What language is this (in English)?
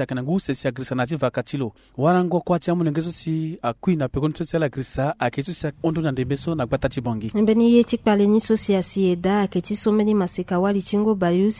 Sango